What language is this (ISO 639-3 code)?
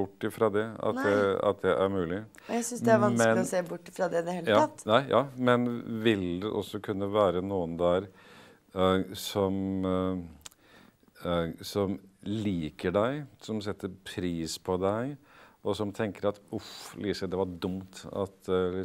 nor